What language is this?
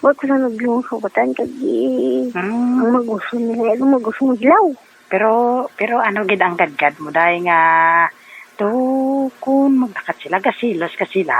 Hiligaynon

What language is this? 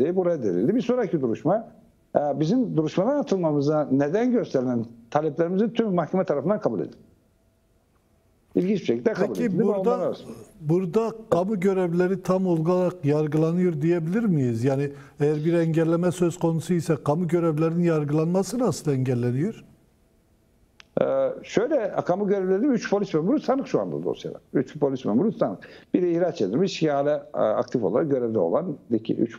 Turkish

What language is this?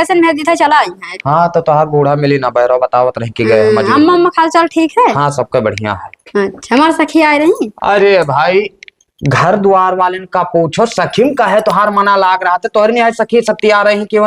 Awadhi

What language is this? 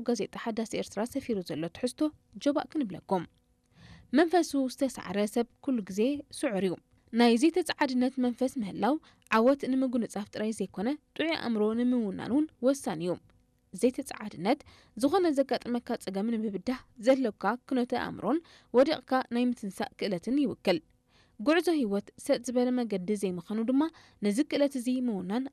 Tigrinya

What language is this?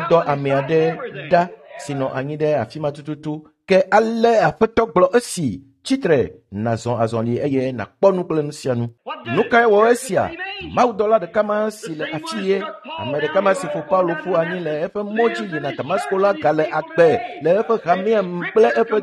Ewe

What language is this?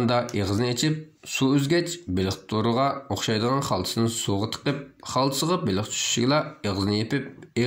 Uyghur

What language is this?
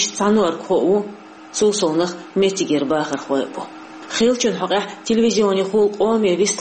Chechen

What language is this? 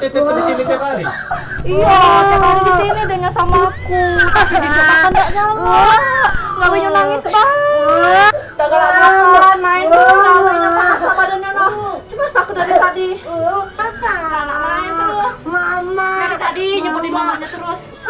Musi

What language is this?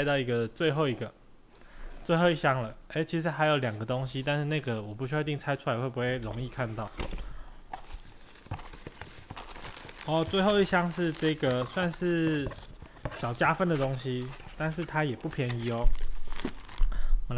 Chinese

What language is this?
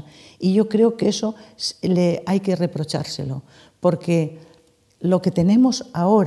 Spanish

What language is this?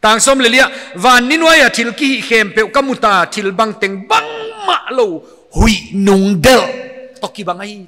Paite Chin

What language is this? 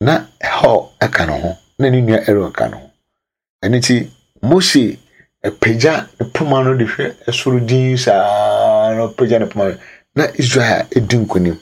Akan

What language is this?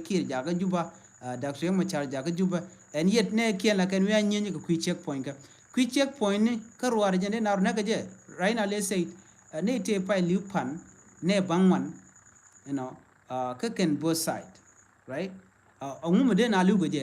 Nuer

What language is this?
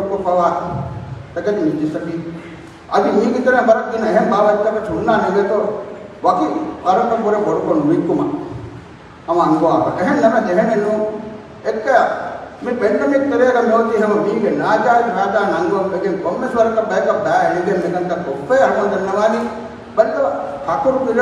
Divehi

